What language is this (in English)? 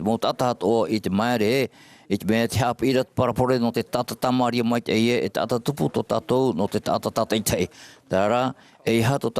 Tahitian